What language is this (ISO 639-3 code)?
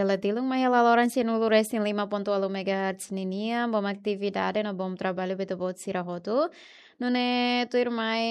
tet